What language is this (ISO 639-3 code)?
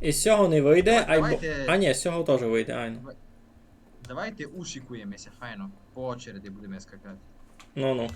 rue